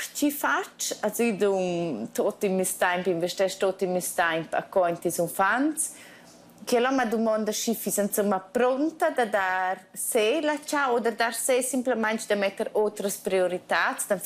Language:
Romansh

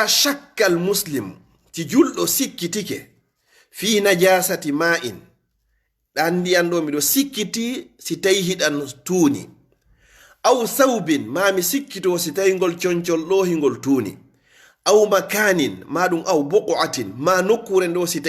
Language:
Fula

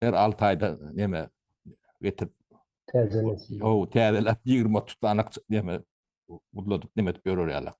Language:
Turkmen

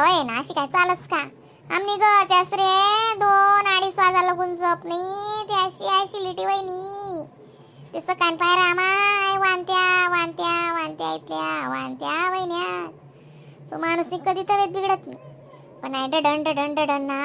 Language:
Khandesi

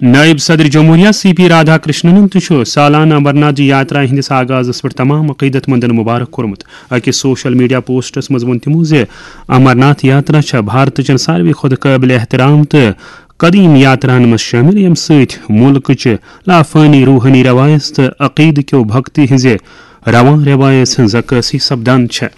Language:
Kashmiri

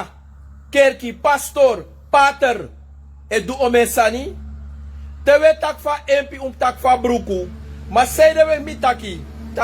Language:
Sranan Tongo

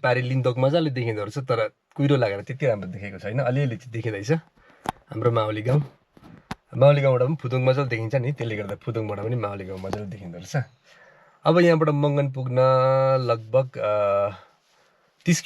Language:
Nepali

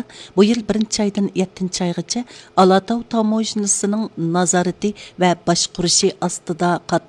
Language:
Uyghur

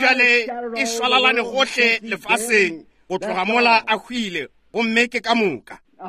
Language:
Northern Sotho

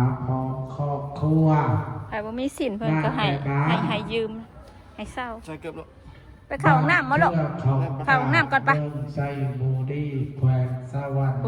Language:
Northeastern Thai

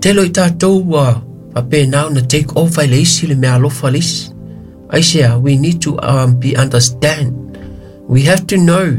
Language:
Samoan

